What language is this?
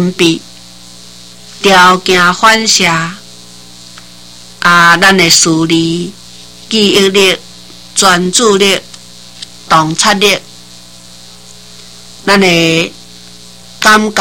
Min Nan Chinese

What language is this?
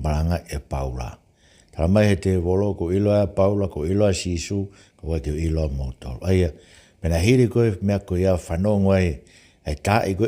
Tongan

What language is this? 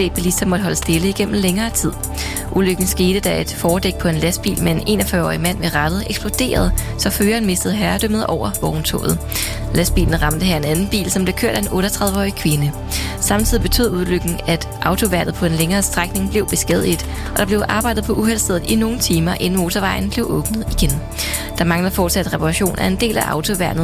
Danish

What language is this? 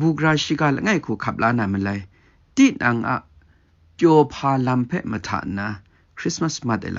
Kachin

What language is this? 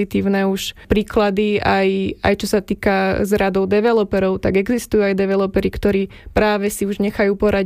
Slovak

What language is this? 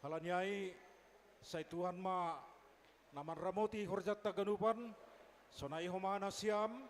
Batak Simalungun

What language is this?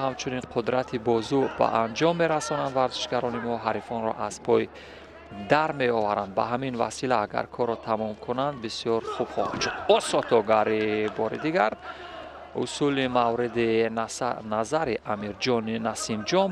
Tajik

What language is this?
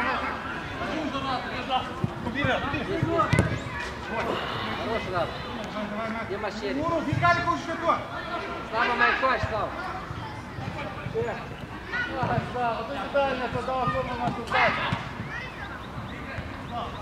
Romanian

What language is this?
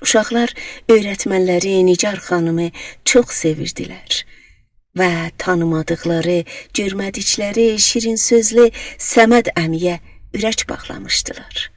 South Azerbaijani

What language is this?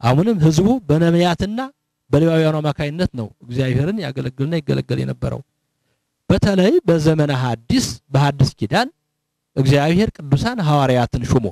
Amharic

